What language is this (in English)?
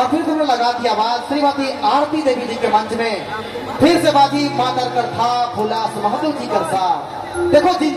Sadri